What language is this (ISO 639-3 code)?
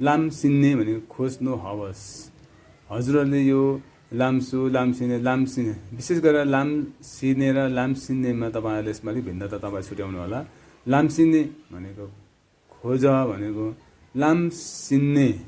nep